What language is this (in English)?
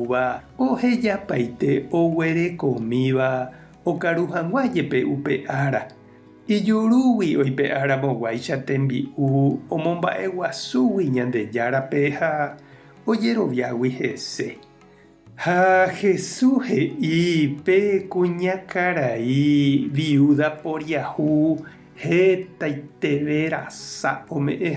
Guarani